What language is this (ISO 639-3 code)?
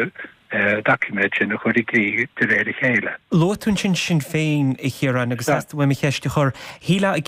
gle